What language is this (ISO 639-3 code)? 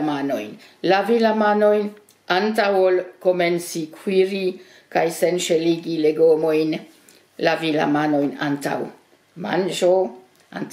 epo